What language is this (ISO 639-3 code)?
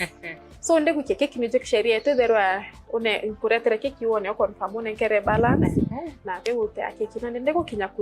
mer